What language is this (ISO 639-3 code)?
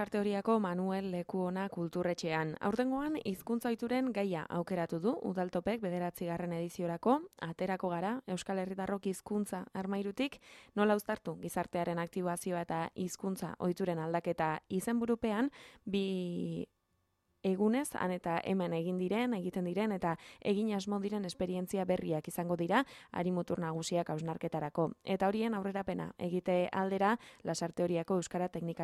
eus